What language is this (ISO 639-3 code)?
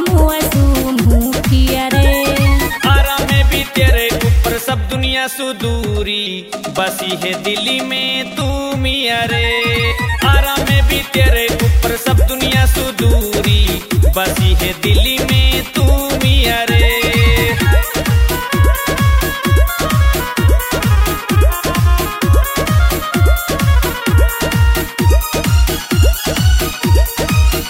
bho